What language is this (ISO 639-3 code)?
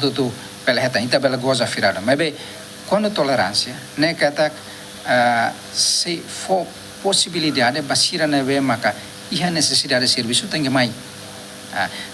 tet